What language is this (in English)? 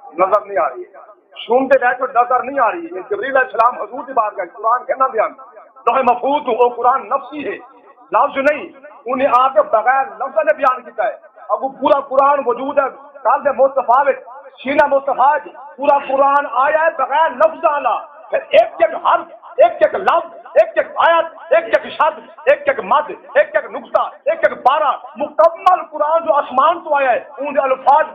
Saraiki